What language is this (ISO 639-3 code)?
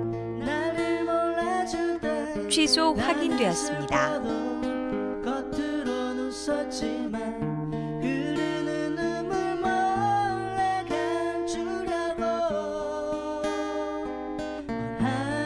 kor